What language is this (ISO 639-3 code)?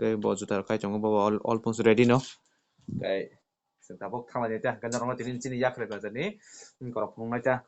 trp